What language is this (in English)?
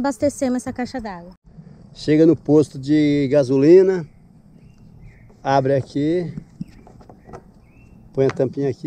Portuguese